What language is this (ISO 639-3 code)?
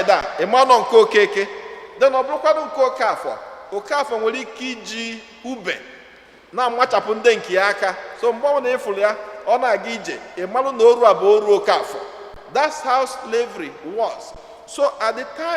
ibo